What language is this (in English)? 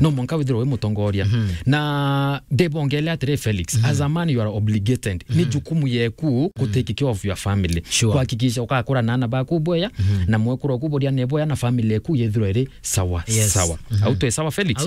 Meru